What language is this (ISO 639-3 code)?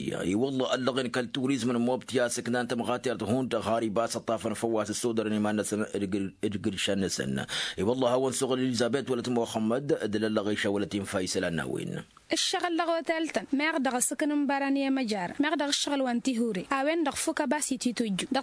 taq